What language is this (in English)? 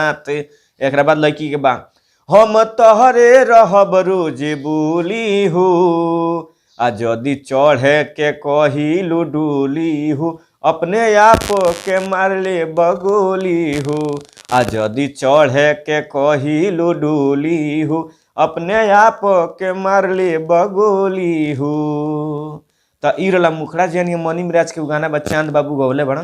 Bhojpuri